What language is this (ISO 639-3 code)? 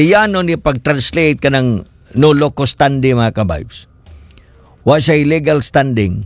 ceb